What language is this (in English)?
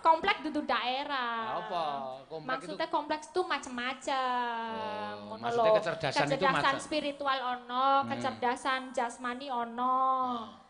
Javanese